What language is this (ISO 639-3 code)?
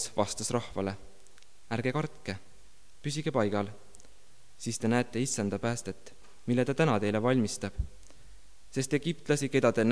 est